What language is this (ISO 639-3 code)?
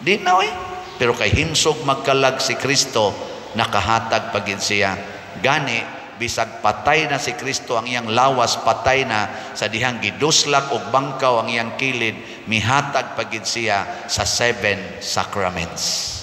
ceb